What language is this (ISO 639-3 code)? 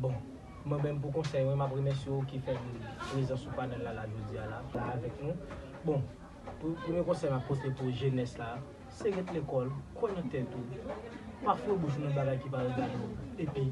hat